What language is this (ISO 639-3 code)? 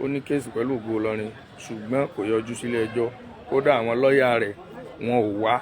yor